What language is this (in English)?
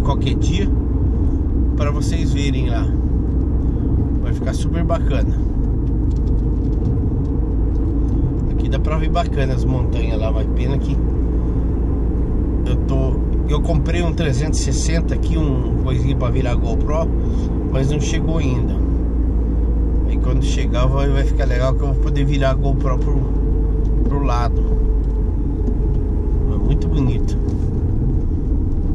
Portuguese